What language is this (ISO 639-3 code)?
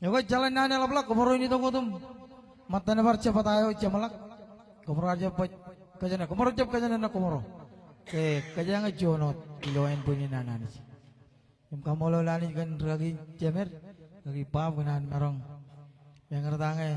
mah